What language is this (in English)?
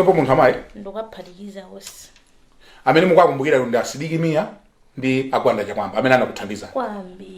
Nyanja